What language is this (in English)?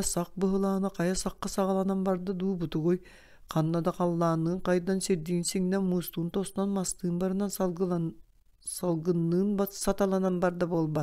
Yakut